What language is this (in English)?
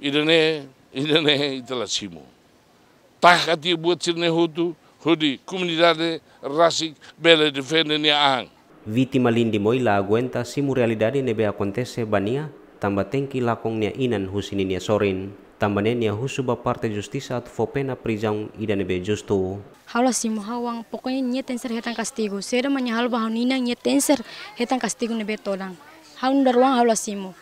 Tetum